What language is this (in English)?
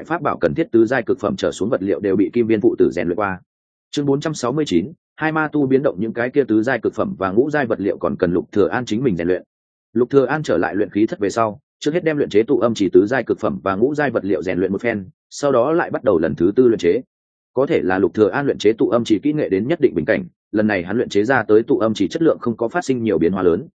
Vietnamese